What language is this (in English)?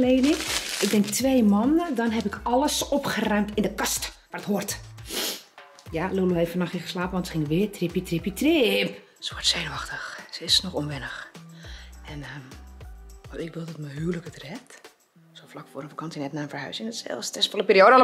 Dutch